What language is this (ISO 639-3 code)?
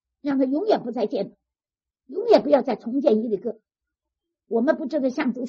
zho